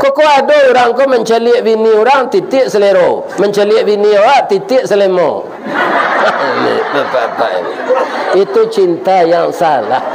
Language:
Minangkabau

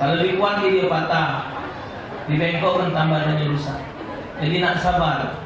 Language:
Musi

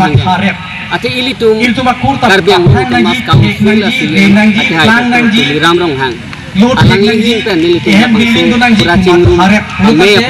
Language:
Karbi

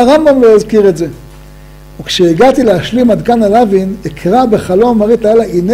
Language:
Hebrew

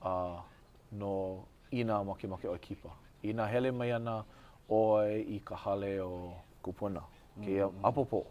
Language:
Hawaiian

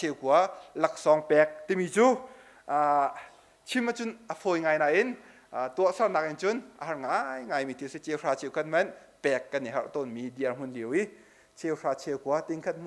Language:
Hakha Chin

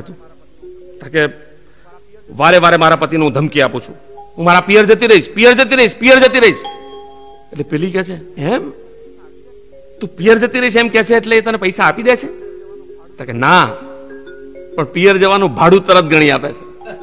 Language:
Gujarati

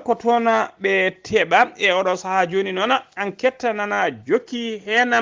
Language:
Fula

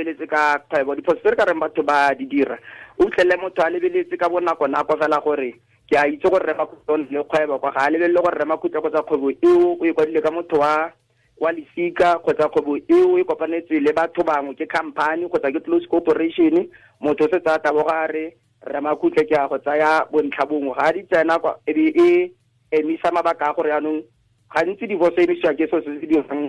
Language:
Tswana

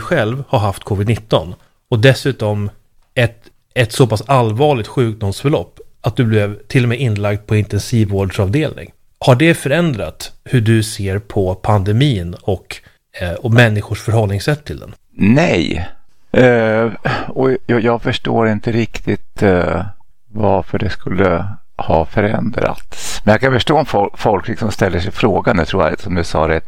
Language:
Swedish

